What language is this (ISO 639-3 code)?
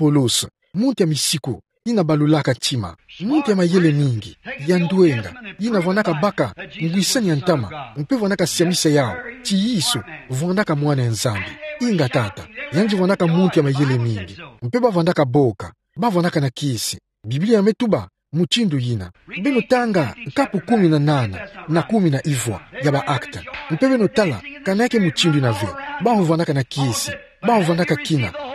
ktu